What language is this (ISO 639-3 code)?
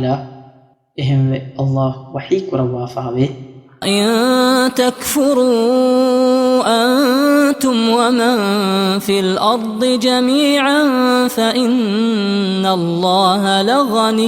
div